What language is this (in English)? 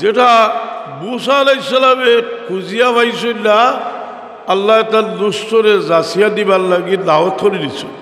Sylheti